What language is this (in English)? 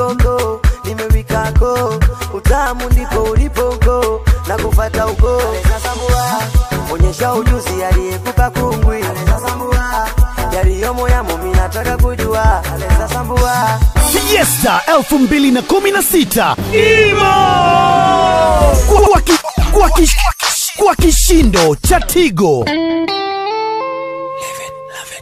Swahili